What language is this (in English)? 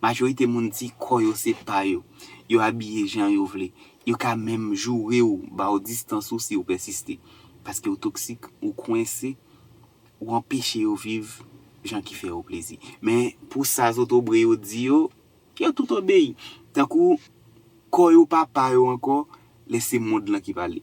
Haitian Creole